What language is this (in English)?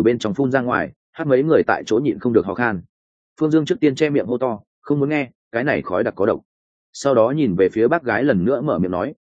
Vietnamese